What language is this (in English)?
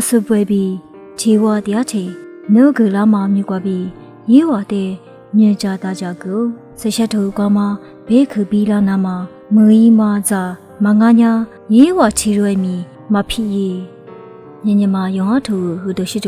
Lisu